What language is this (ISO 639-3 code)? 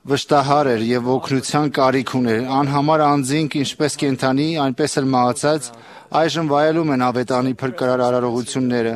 hye